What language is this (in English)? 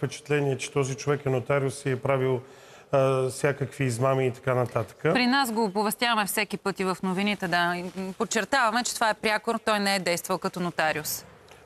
Bulgarian